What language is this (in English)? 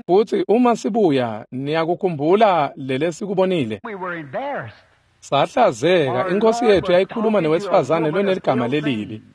Swati